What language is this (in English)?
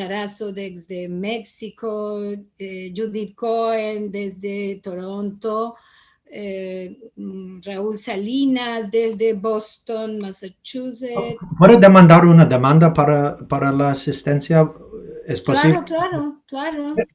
Ladino